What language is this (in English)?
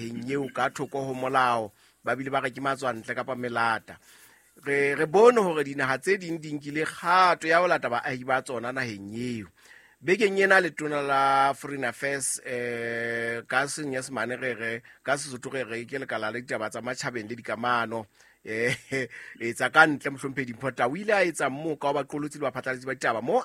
Southern Sotho